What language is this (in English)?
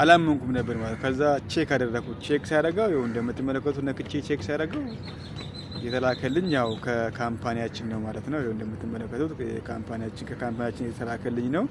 Amharic